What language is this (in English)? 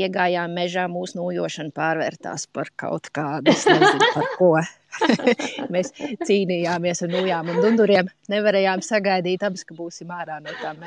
Latvian